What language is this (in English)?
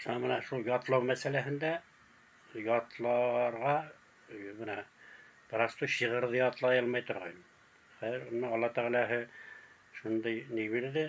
Bashkir